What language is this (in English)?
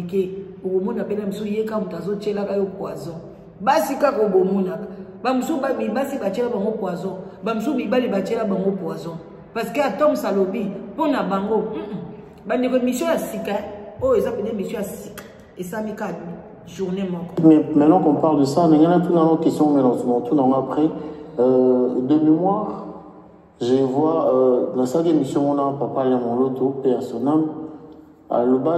Lingala